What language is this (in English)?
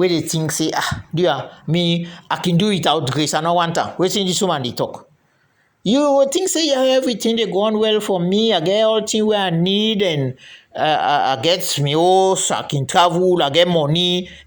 Krio